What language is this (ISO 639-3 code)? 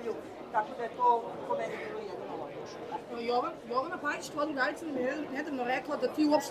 srp